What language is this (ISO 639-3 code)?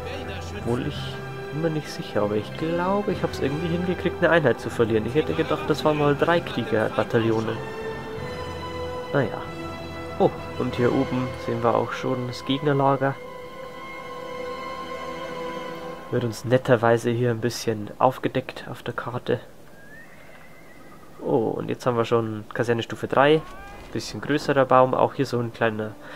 deu